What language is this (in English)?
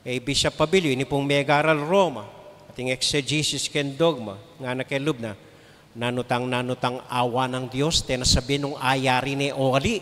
Pampanga